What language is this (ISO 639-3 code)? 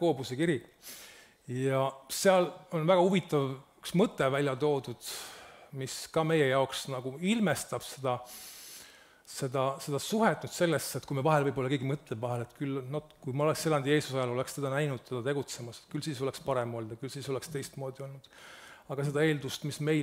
est